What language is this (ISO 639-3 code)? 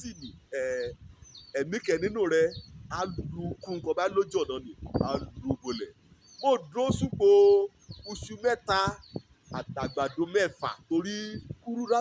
yor